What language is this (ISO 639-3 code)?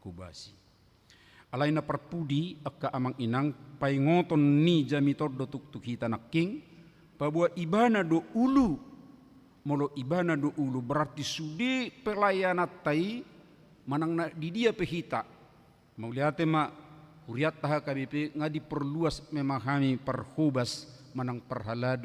bbc